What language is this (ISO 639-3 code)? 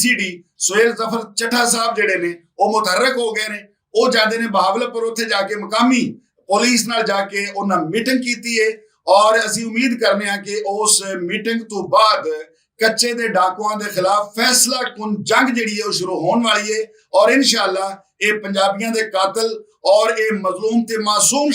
lah